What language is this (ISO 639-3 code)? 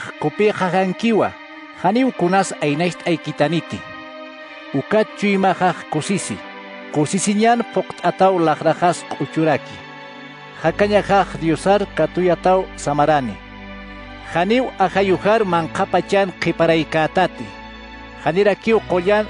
aym